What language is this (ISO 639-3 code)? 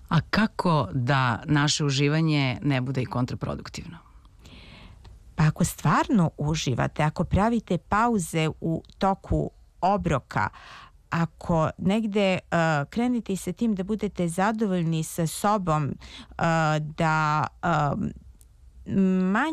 srp